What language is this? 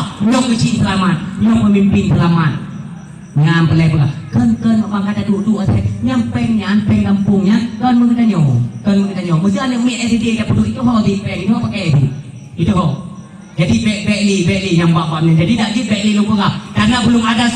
Achinese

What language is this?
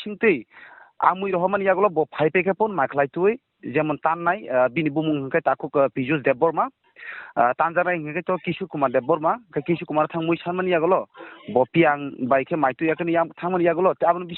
Kok Borok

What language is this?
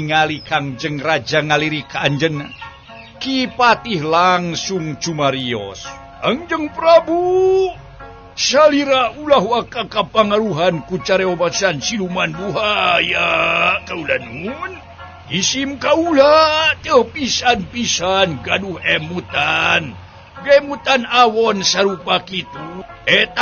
Sundanese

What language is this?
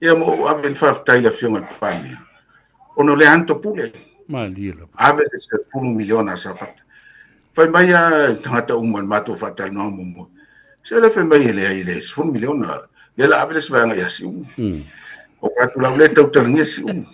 Samoan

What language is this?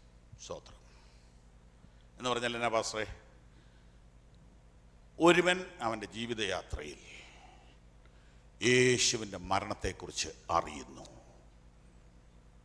Malayalam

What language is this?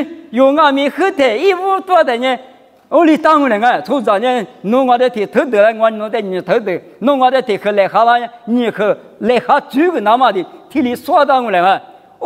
Lisu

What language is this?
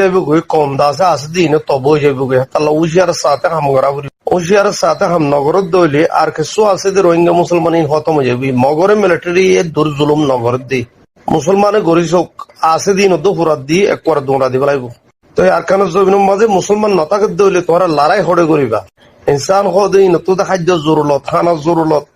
Rohingya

